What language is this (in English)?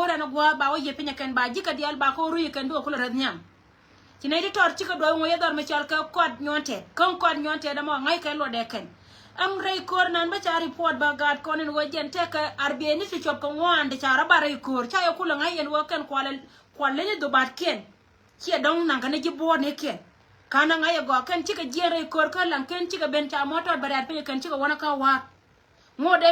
Nuer